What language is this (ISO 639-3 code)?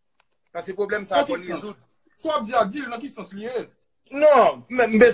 hat